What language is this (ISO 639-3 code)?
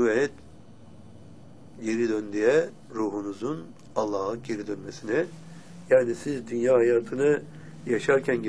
tur